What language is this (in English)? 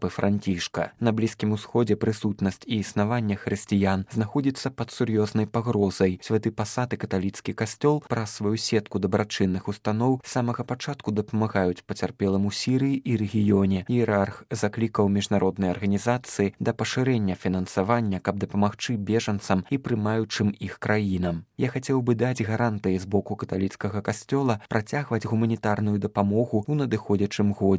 Belarusian